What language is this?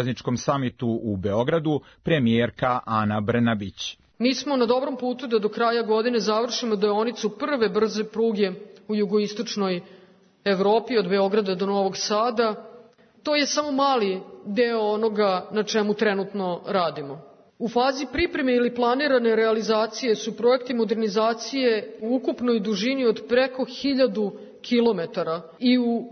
Serbian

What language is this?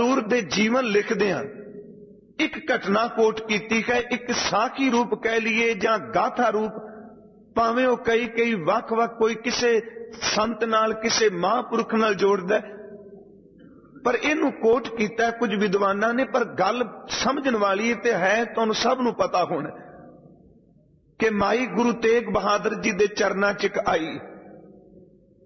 Punjabi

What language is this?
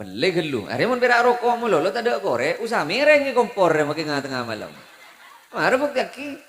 Madurese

